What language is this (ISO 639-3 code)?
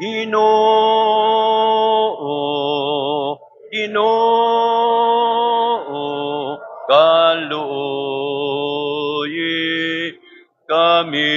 war